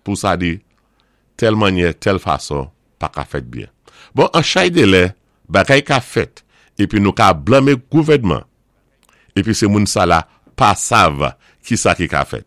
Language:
Saint Lucian Creole French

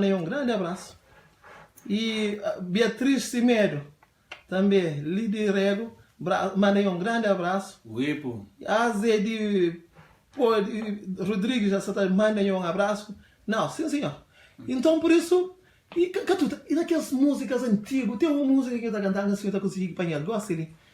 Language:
Kabuverdianu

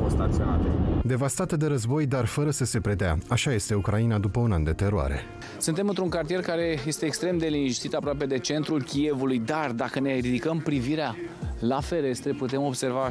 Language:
Romanian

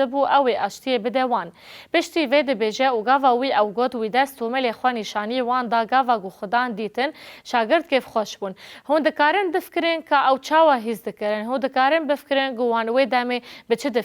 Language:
Kurdish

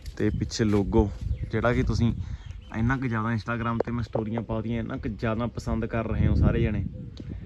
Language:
Punjabi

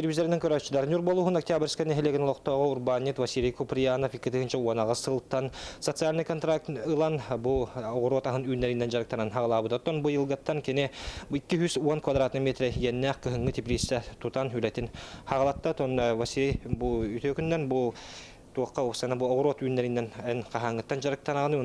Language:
Yakut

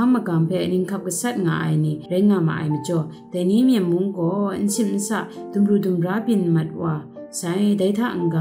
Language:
Kachin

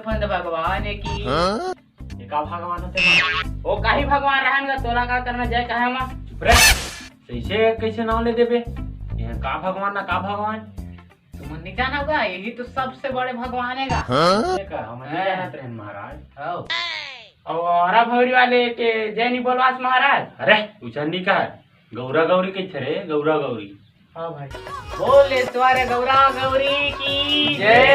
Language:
Chhattisgarhi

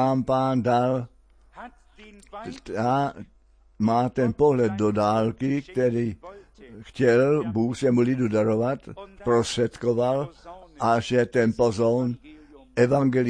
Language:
Czech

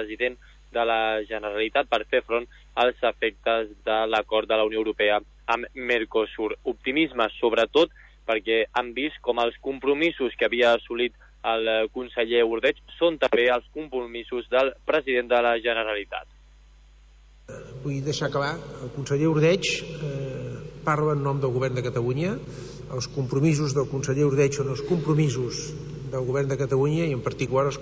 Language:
Catalan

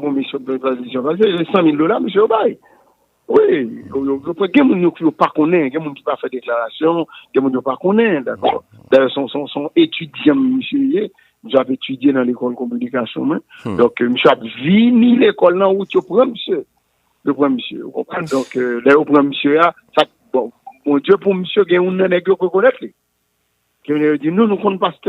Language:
Haitian Creole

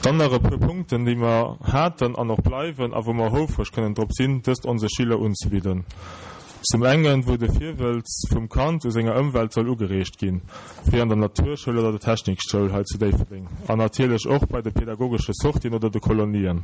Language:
Luxembourgish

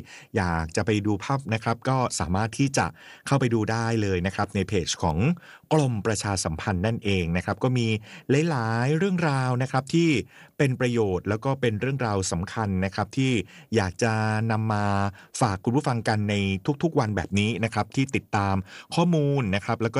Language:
Thai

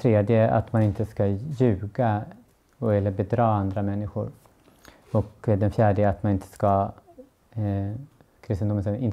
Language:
Swedish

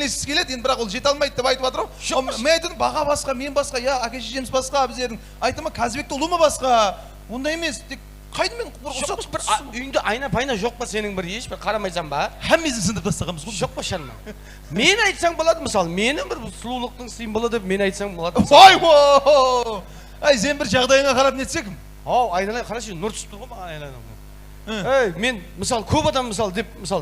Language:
Kara-Kalpak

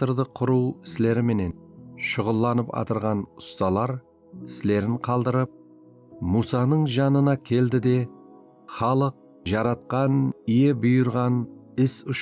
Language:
Kara-Kalpak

